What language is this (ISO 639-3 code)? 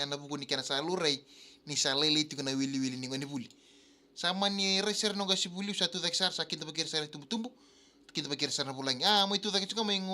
fij